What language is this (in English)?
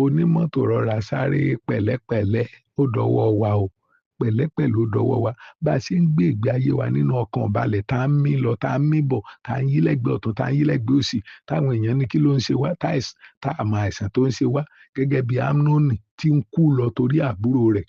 Yoruba